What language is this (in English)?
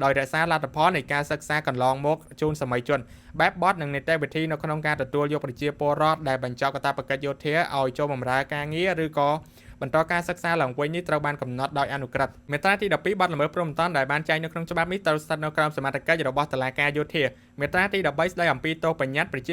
Khmer